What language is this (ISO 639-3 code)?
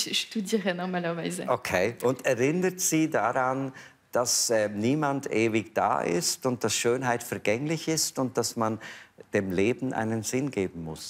gsw